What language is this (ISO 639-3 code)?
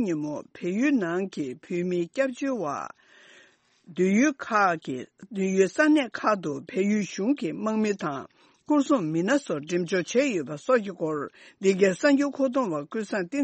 bod